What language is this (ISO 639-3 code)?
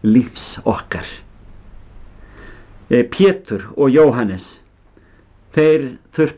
isl